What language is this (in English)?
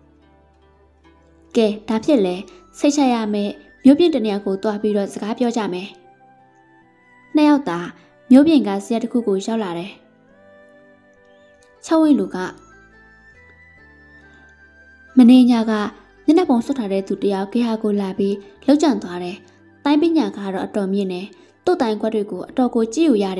Burmese